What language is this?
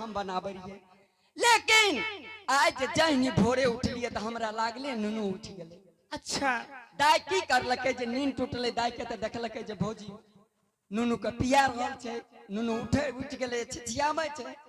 Angika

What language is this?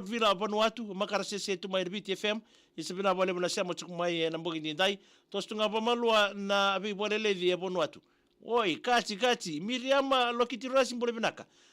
Fijian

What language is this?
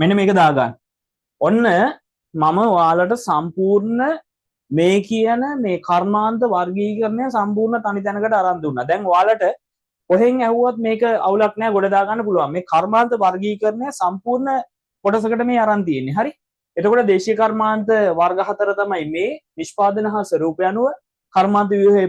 Sinhala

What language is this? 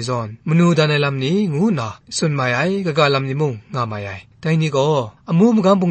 Kachin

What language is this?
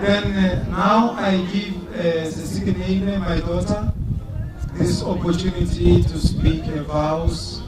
Northern Sotho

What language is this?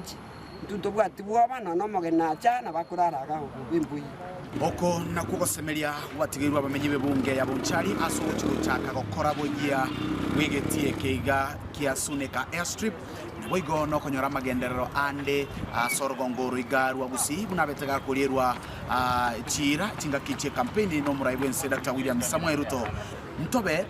Gusii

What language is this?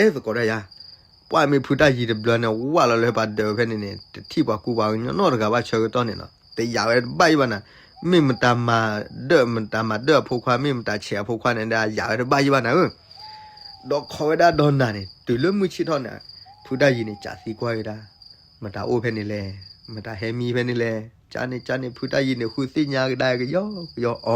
S'gaw Karen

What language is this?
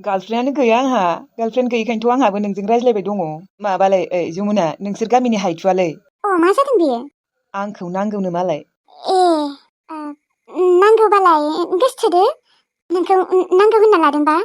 Bodo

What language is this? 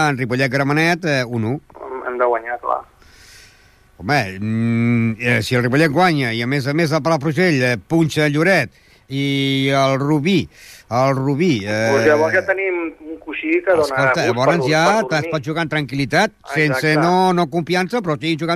Catalan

